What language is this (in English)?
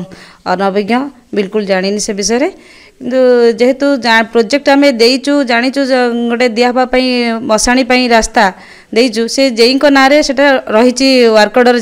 Odia